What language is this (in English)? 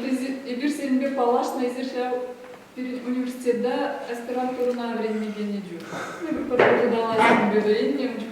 Chuvash